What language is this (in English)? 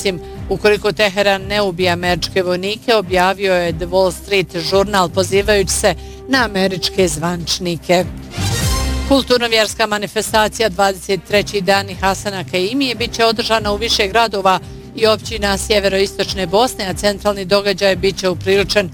Bosnian